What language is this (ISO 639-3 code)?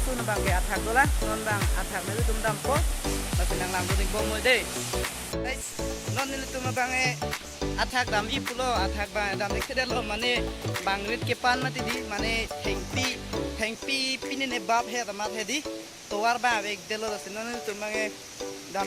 mjw